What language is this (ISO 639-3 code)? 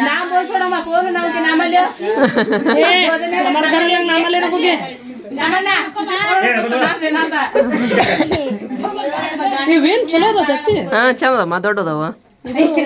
kan